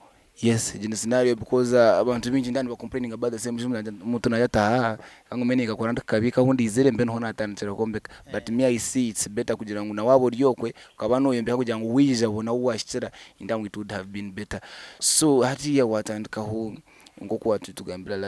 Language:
Nyankole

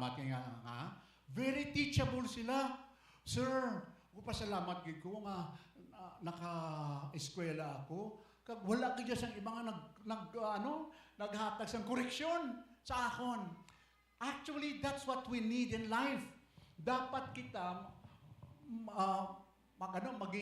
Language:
Hiligaynon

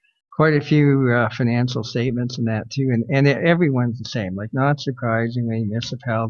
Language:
English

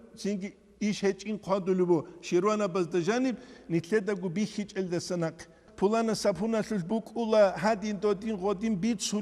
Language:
Avaric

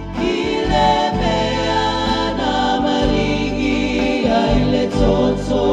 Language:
Samoan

